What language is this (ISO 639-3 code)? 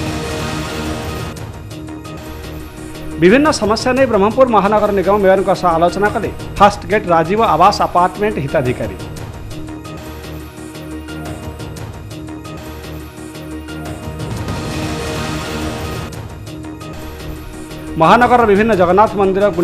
ori